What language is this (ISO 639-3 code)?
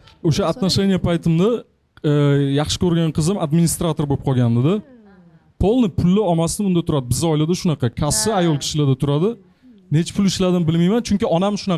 uzb